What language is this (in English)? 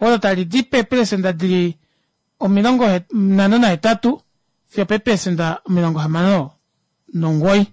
Kuanyama